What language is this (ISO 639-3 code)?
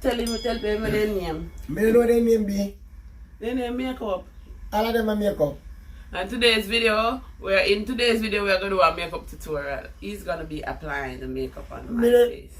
jam